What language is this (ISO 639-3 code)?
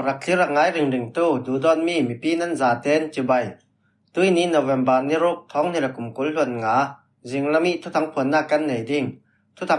cfm